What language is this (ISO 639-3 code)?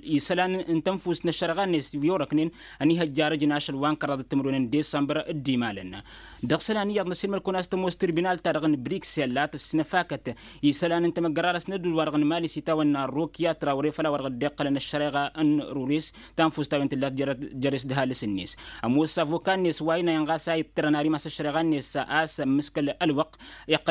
taq